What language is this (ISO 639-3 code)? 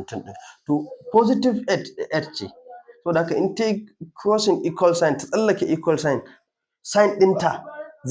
hau